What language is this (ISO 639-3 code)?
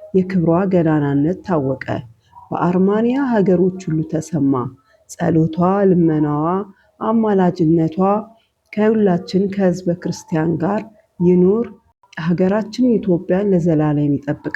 amh